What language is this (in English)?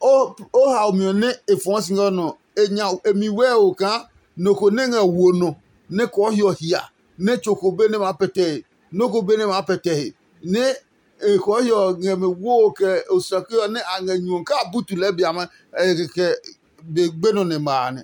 Adangme